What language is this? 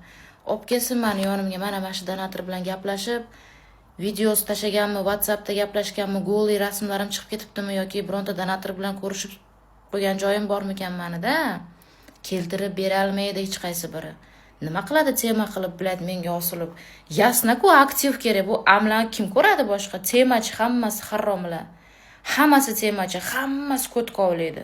Uzbek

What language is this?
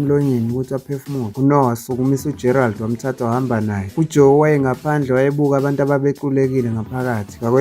Zulu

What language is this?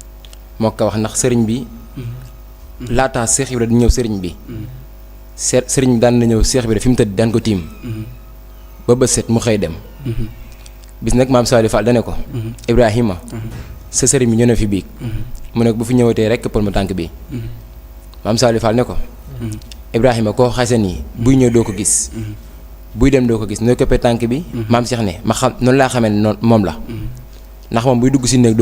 Wolof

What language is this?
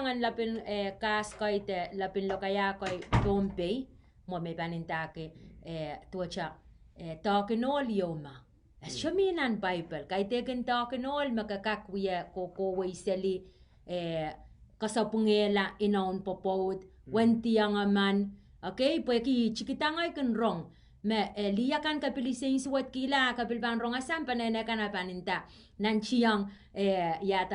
Pohnpeian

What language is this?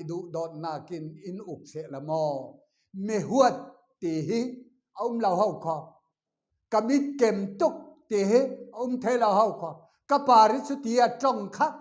Falam Chin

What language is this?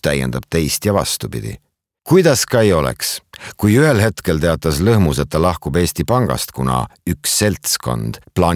Estonian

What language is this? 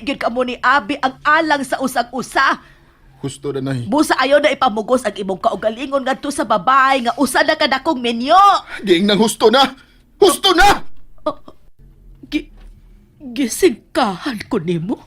Cebuano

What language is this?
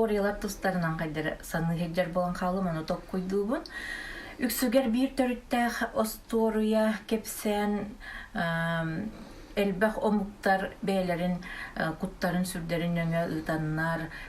Yakut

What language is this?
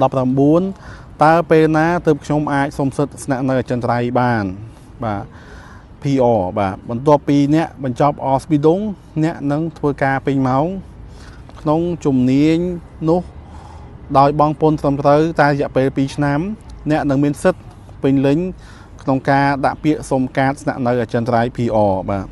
Khmer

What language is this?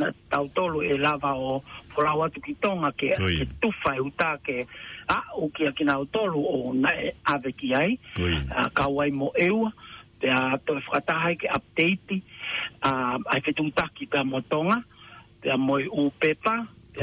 Tongan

